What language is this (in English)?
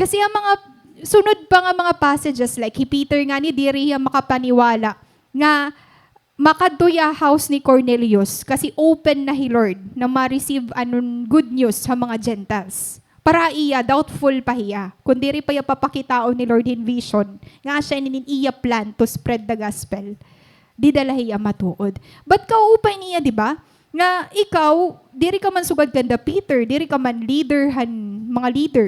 Waray